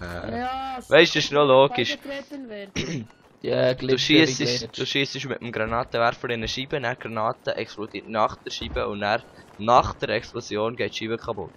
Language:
Swiss German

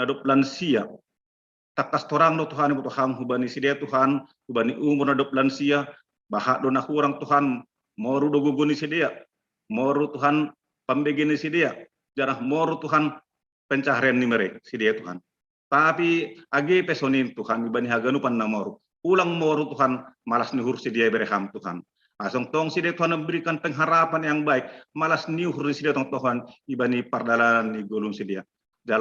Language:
Batak Simalungun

